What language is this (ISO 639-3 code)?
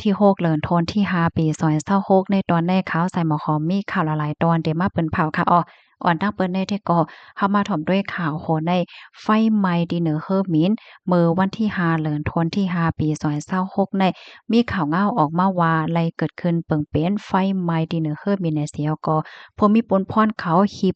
shn